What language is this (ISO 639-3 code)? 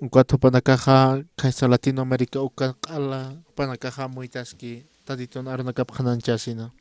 aym